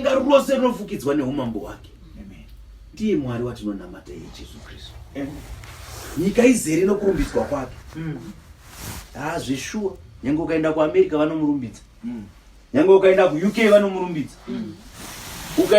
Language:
Shona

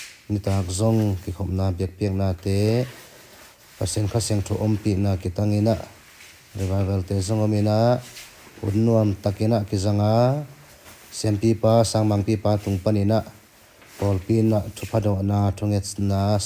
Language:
Tedim Chin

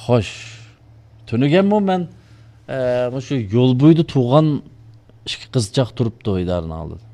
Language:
Uyghur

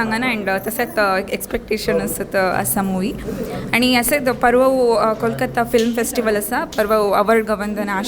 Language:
Konkani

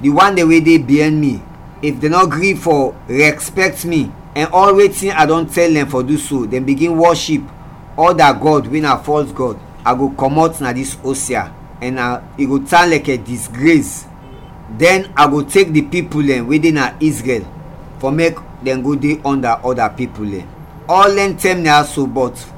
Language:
Krio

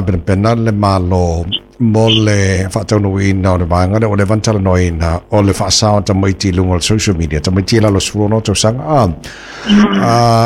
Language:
Samoan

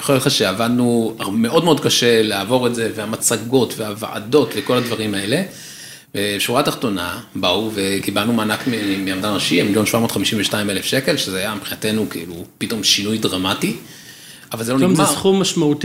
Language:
Hebrew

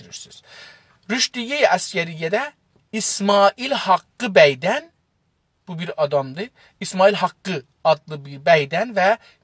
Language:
South Azerbaijani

